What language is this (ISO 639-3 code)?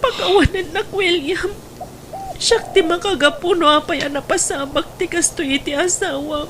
ilo